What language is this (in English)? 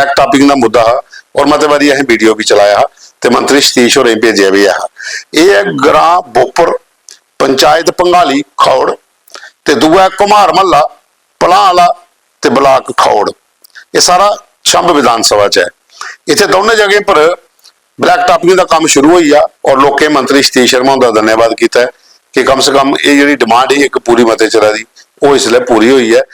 Dogri